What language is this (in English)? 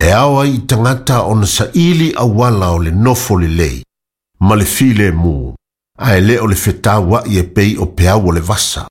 Samoan